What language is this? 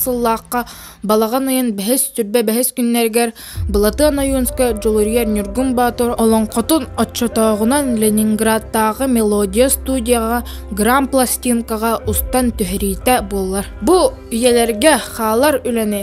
Yakut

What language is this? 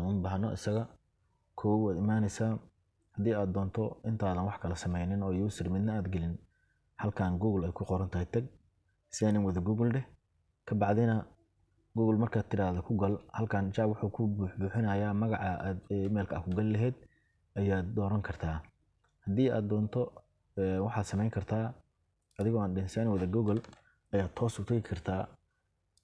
Somali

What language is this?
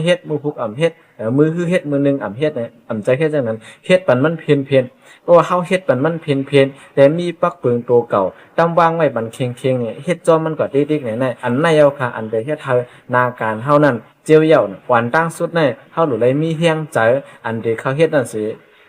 Shan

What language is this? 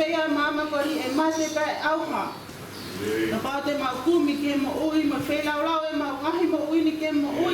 Tongan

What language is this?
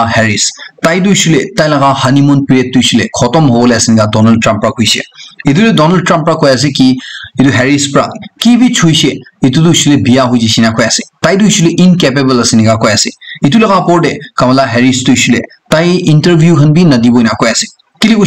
Naga Pidgin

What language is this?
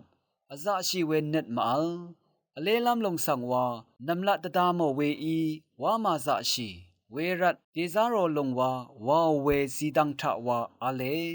Rawang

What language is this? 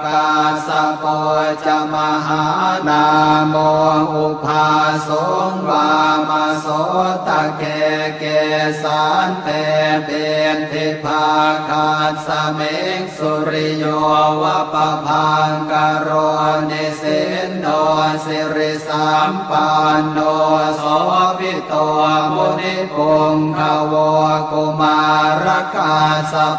Pali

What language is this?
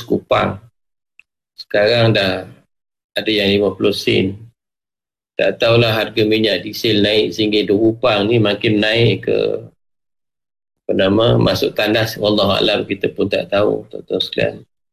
Malay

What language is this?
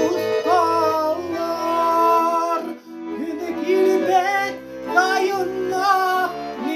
Yakut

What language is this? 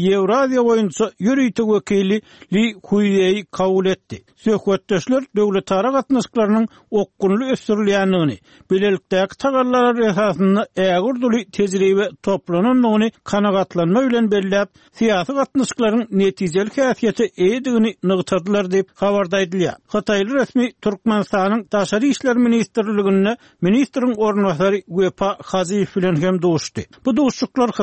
Turkmen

